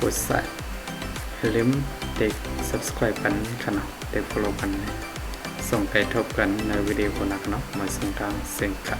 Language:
Shan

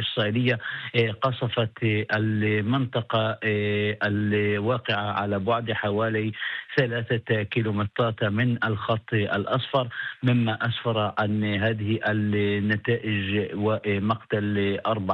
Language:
Arabic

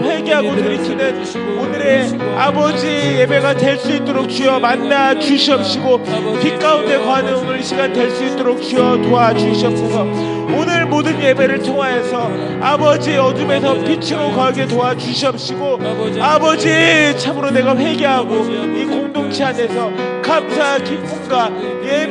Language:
Korean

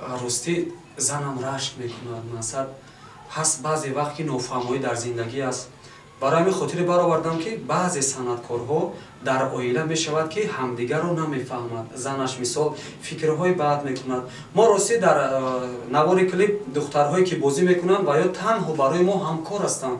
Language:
Tajik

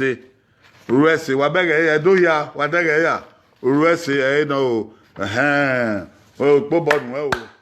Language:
Bini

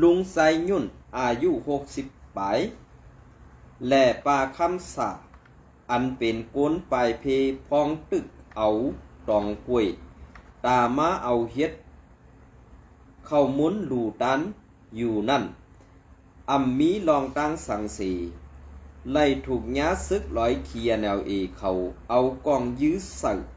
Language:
Shan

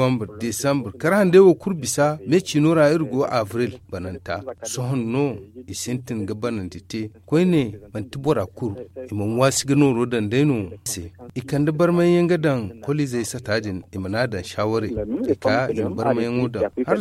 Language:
Zarma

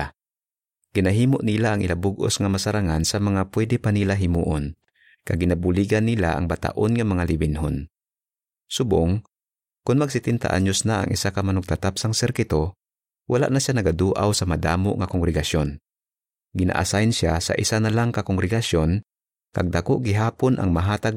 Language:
Hiligaynon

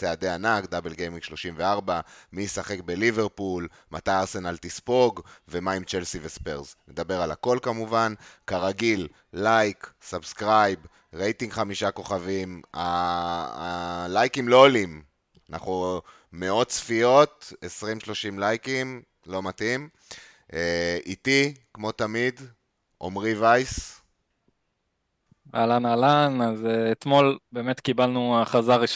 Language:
Hebrew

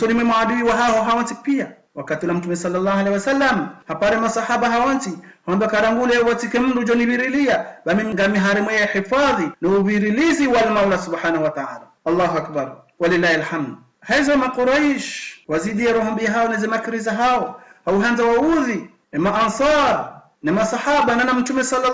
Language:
Ngazidja Comorian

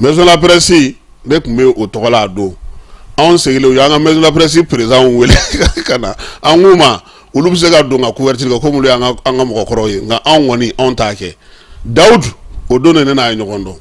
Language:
Bambara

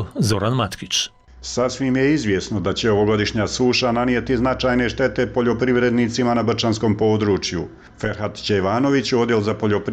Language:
Bosnian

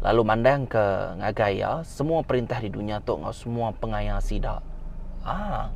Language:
Iban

